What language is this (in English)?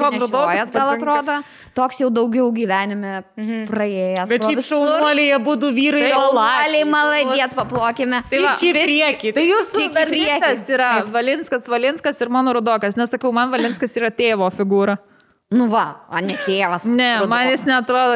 Lithuanian